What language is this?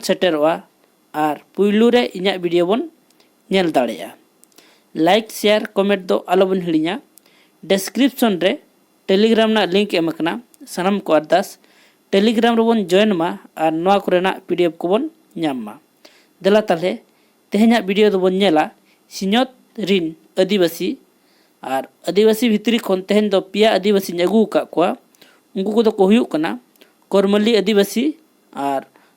Santali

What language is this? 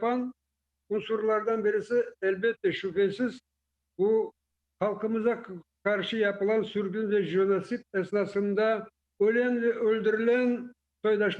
Crimean Tatar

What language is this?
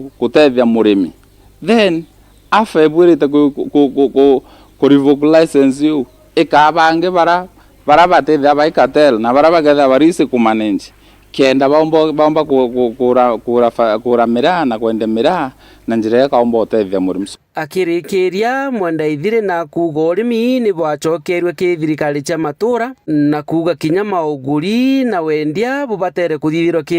Meru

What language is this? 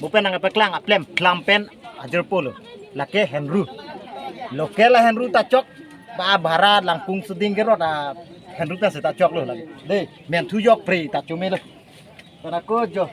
Karbi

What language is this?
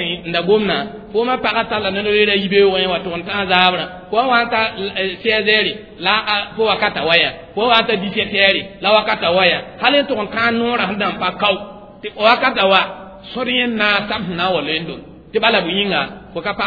Mossi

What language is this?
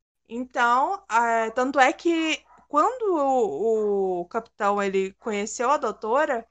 Portuguese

